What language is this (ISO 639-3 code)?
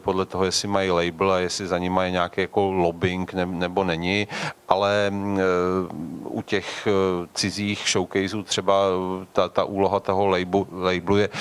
ces